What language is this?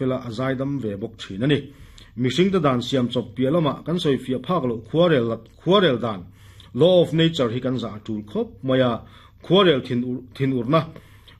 Mizo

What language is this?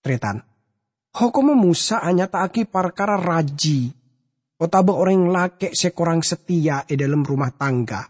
Madurese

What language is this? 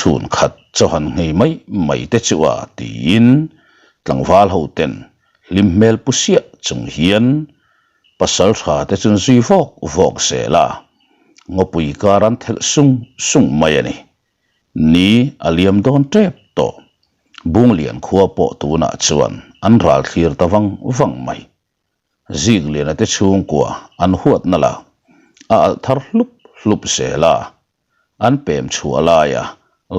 Mizo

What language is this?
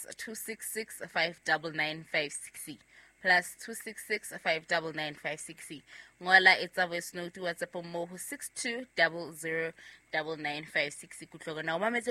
Southern Sotho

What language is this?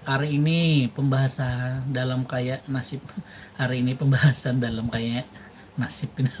Banjar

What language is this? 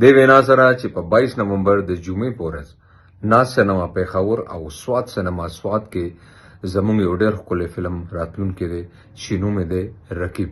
Pashto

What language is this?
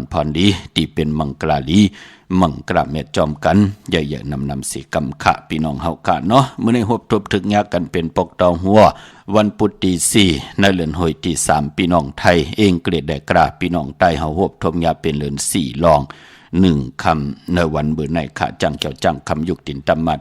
Shan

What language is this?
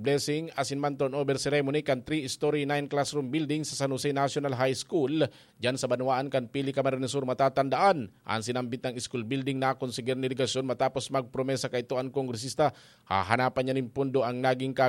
Bikol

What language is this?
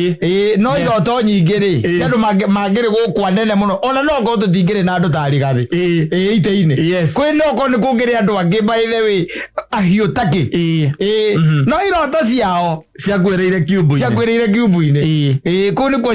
Kikuyu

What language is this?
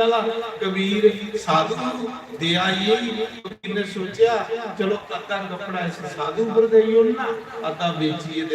Dogri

